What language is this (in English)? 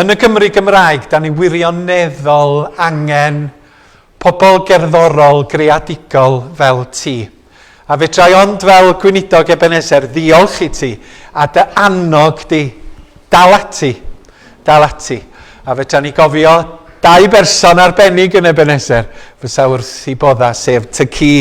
Welsh